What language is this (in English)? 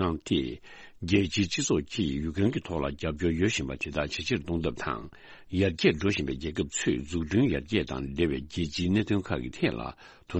Tibetan